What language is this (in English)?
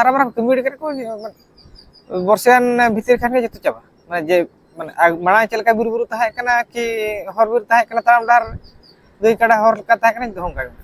Santali